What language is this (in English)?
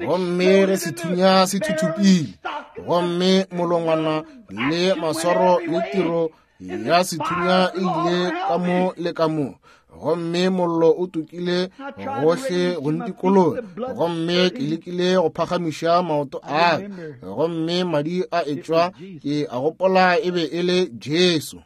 Northern Sotho